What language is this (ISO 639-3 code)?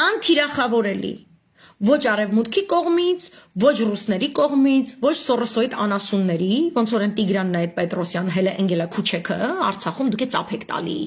hye